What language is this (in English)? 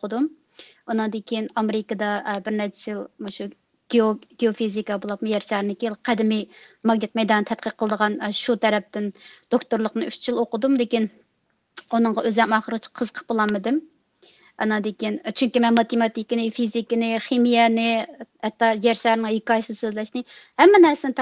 Uyghur